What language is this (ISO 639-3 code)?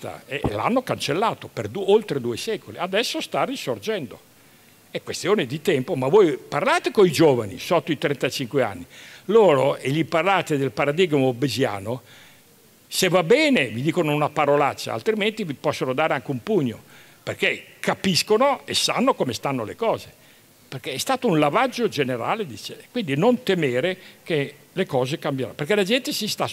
ita